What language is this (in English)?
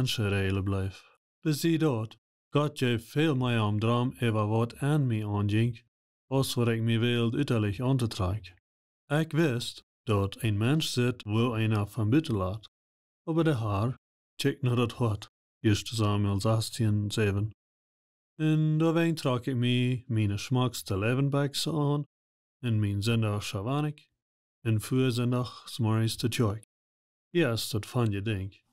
Plautdietsch